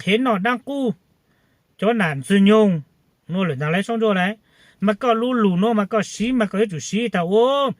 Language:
Hmong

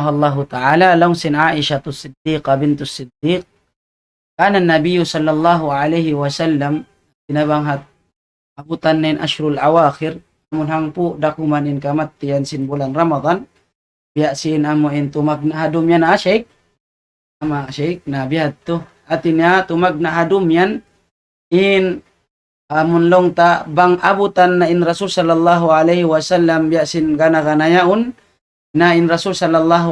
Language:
Tausug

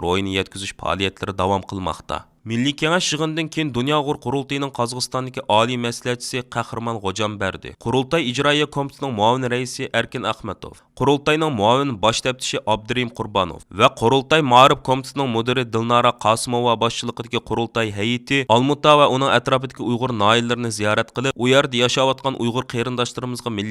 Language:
Uyghur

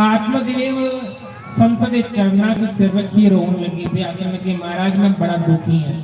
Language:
Dogri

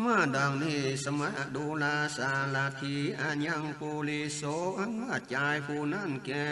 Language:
Northern Thai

